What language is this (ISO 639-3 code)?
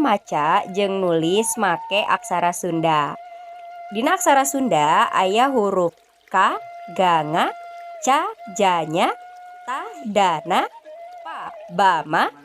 sun